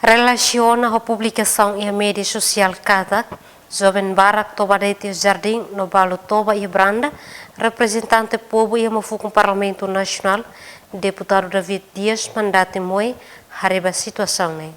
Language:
Tetum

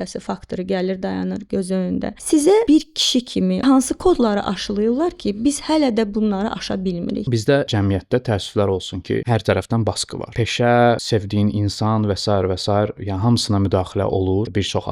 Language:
Azerbaijani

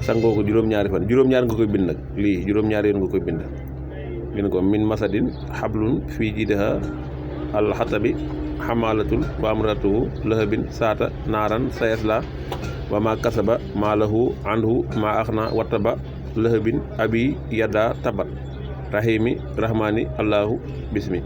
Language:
Wolof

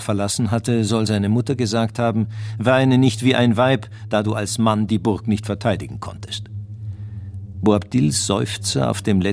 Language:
German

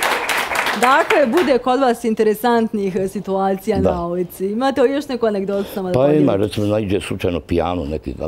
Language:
Bosnian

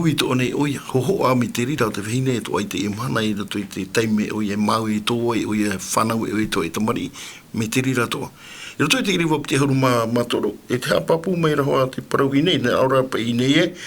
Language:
Tahitian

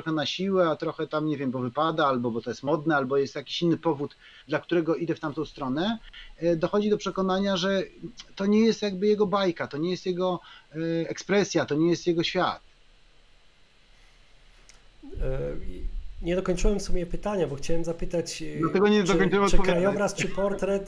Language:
Polish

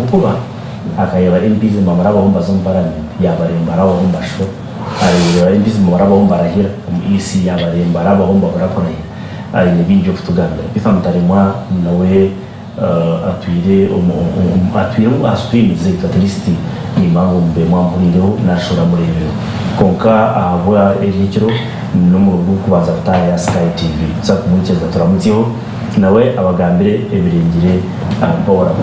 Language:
Nyankole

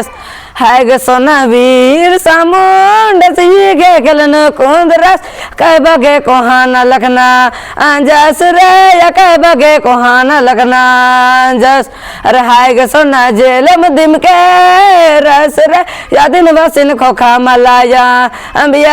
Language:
Kurukh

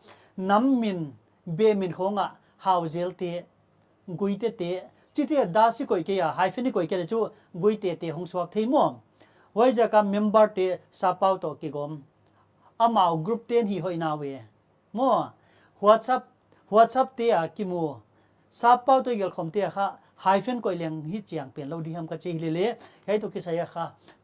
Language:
Paite Chin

